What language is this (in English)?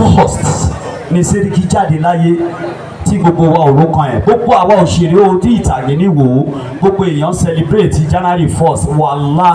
Yoruba